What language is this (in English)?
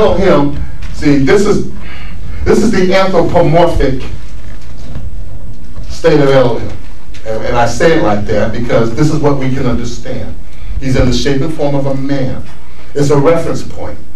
English